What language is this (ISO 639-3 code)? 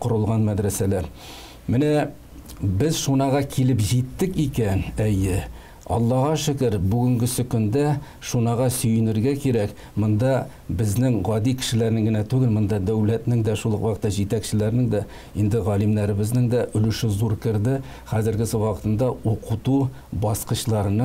tat